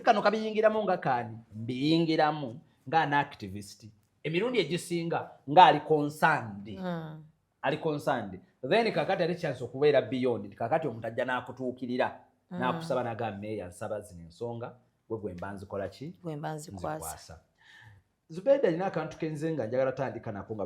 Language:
Ganda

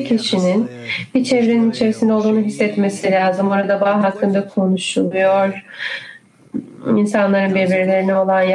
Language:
Turkish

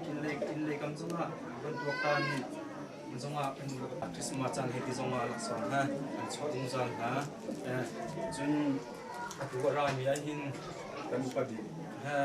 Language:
Hakha Chin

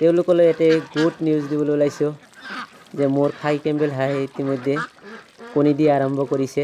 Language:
Assamese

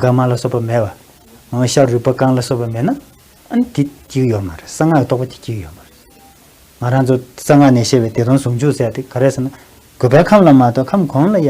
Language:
Tibetan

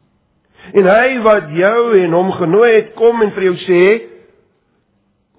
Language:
Afrikaans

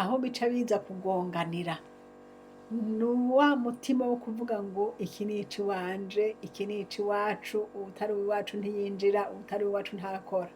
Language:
Rundi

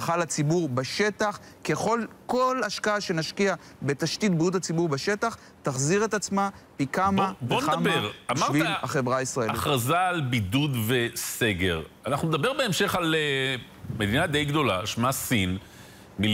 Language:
Hebrew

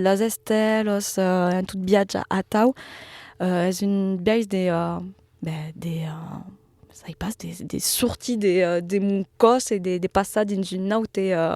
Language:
Occitan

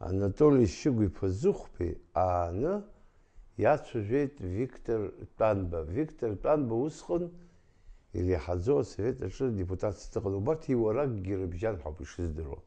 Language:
Abkhazian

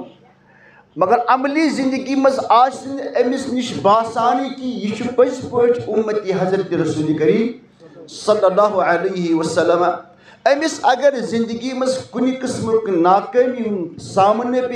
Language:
Kashmiri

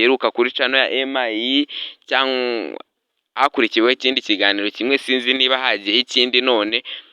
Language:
Kinyarwanda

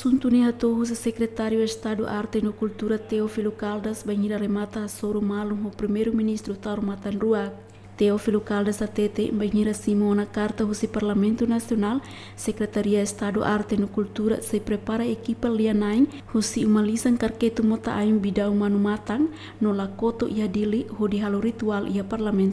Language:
Tetum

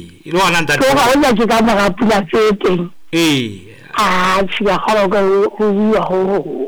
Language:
Southern Sotho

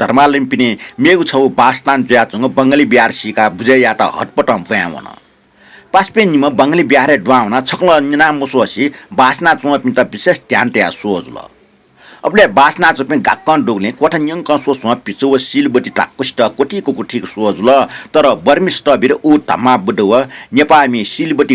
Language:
Newari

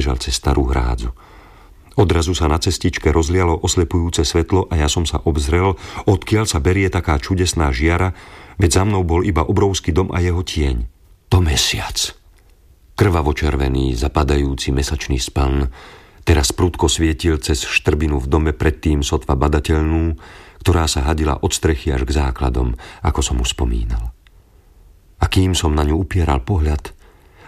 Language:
Slovak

